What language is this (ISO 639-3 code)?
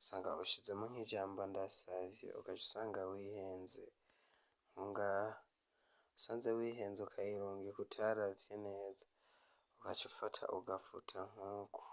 run